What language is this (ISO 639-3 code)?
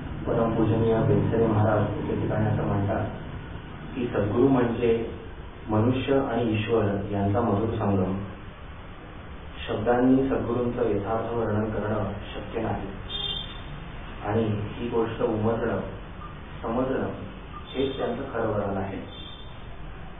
mar